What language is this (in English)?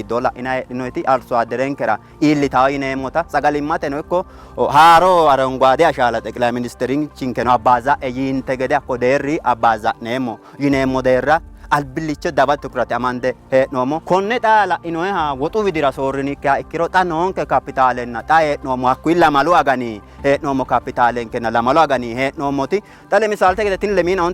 Sidamo